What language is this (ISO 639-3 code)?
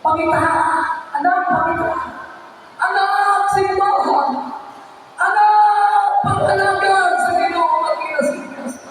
ceb